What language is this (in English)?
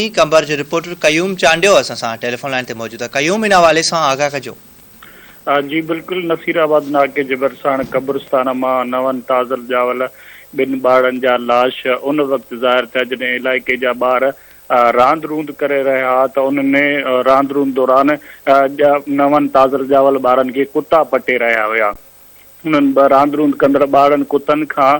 Sindhi